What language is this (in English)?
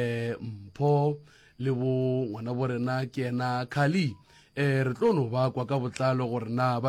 Northern Sotho